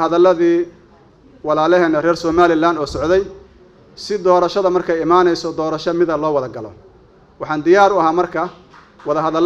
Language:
Somali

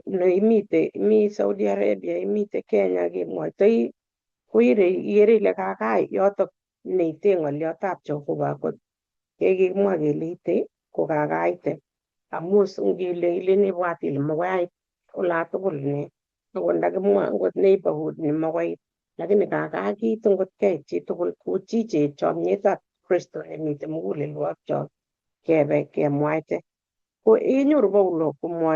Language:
Kalenjin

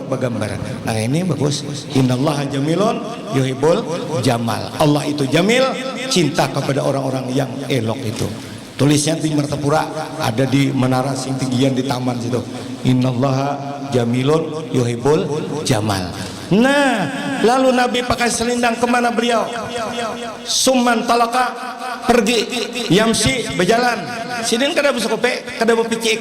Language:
Banjar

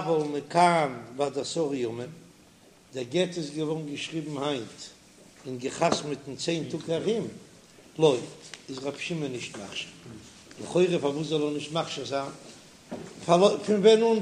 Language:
Yiddish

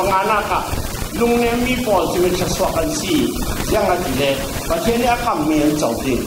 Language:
Falam Chin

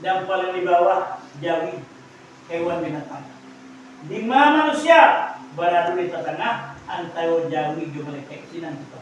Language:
Minangkabau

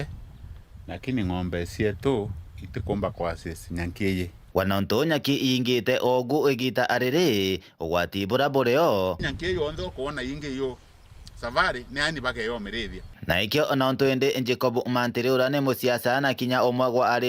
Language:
Meru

